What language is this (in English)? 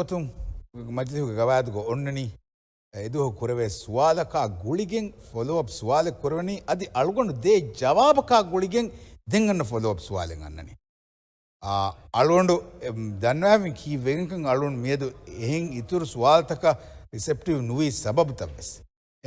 Divehi